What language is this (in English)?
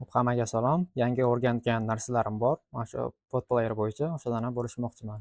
Uzbek